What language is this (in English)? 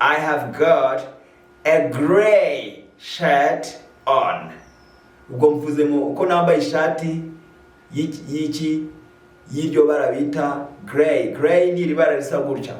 Kinyarwanda